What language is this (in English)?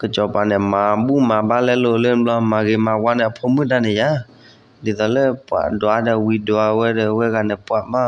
S'gaw Karen